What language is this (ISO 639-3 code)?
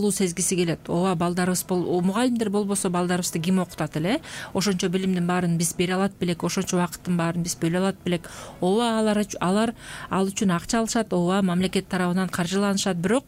kir